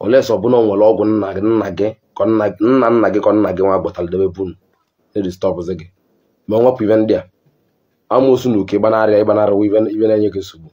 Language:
Igbo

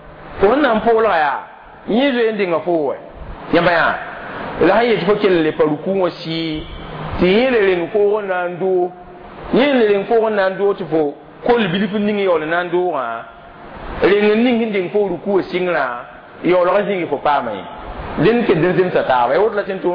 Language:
Mossi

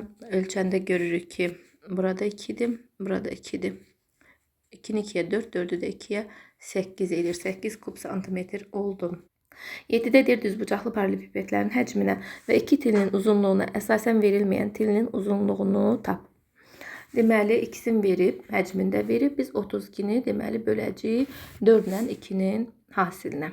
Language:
Azerbaijani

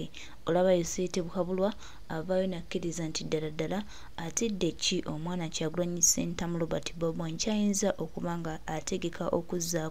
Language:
Ganda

